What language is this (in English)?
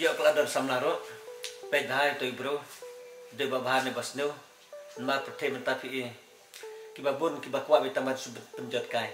Khasi